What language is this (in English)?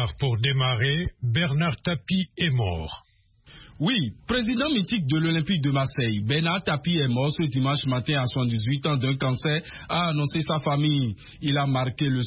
French